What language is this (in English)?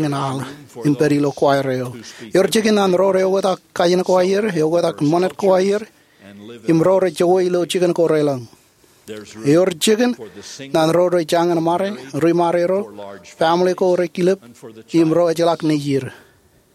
Marshallese